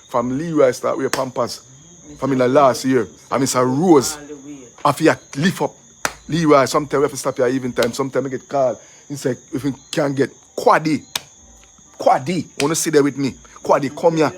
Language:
Jamaican Creole English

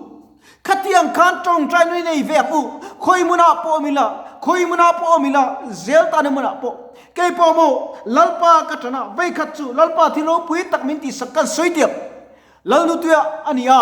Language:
Mizo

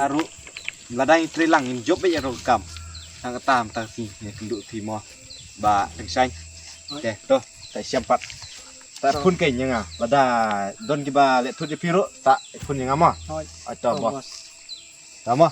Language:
Khasi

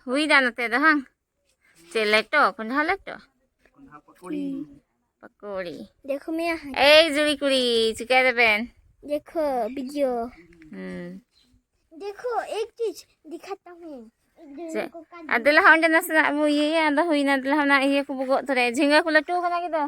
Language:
Santali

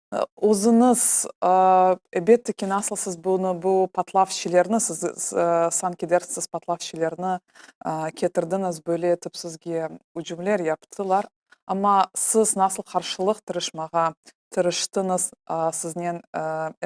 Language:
Crimean Tatar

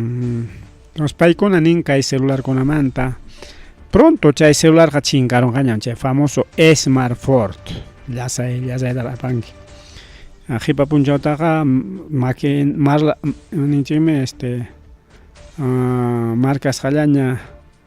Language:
Ayacucho Quechua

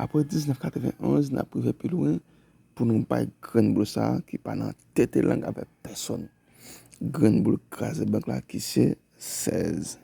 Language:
Haitian Creole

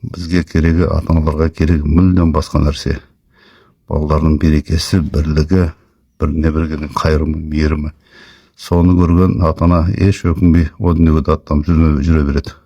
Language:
Kazakh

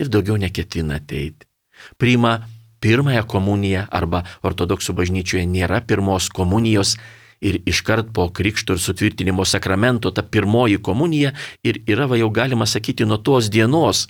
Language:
Lithuanian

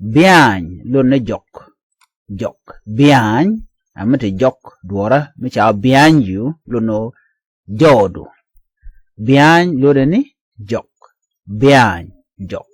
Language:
Nuer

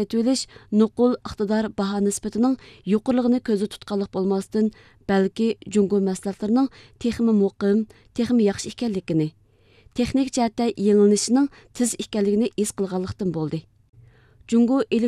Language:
Uyghur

